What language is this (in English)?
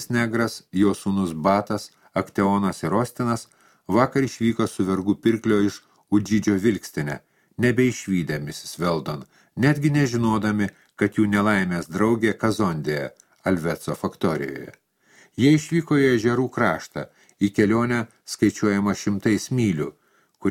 Lithuanian